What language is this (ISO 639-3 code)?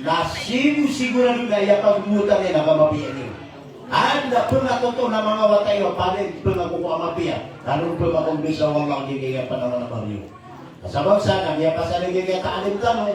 mrw